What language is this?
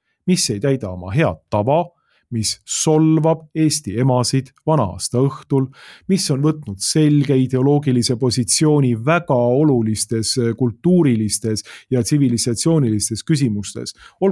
Estonian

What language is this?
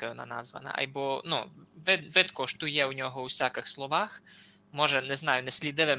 Rusyn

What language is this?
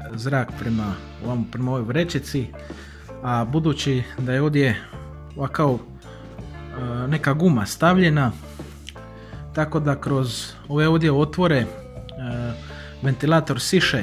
Croatian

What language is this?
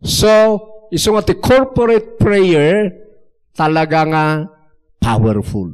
Iloko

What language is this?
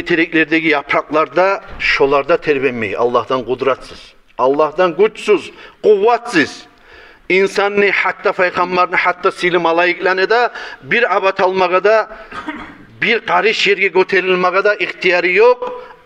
Kumyk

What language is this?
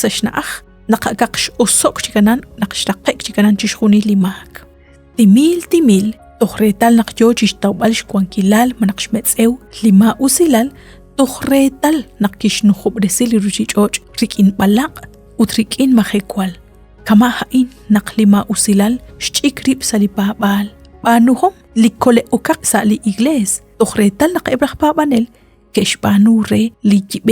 Kekchí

